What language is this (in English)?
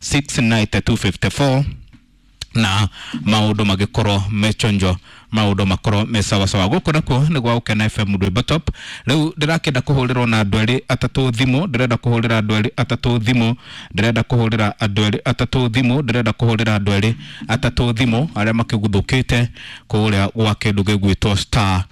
Kikuyu